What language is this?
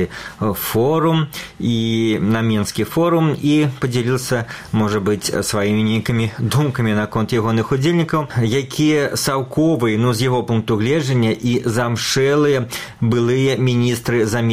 Belarusian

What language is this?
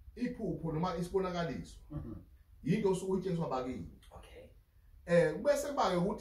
Zulu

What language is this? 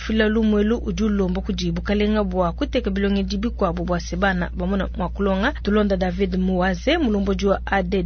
Luba-Lulua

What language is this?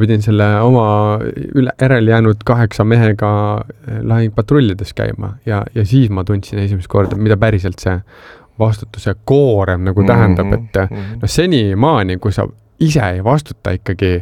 Estonian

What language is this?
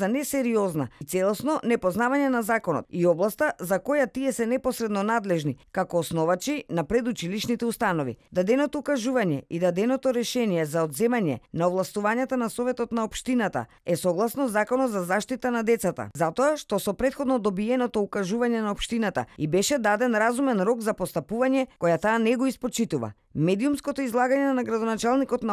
Macedonian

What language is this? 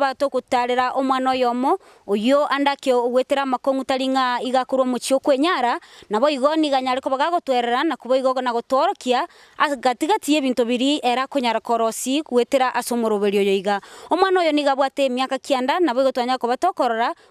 Gusii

